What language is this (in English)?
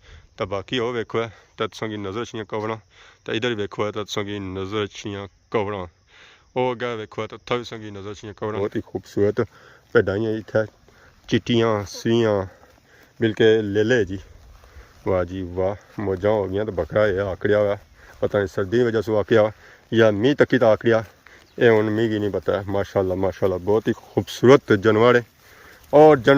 Pahari-Potwari